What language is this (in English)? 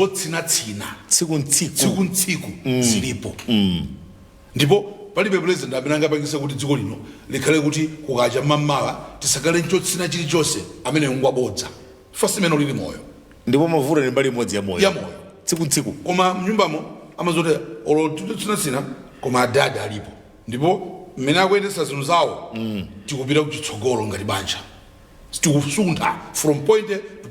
Nyanja